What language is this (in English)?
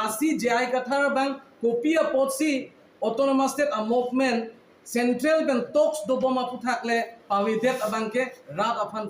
Karbi